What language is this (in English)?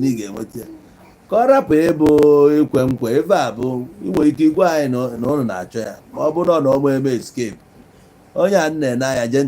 Igbo